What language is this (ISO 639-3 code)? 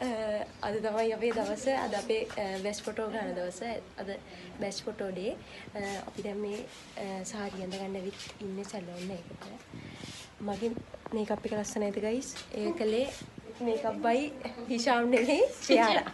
sin